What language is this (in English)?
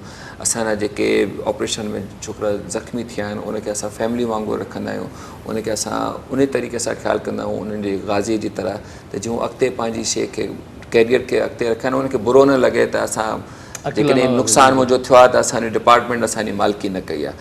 Sindhi